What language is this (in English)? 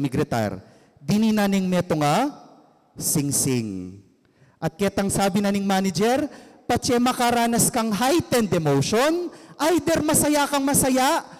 Pampanga